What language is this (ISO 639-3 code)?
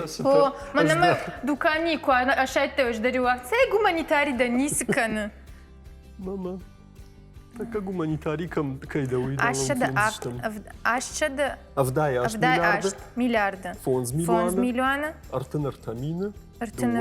oss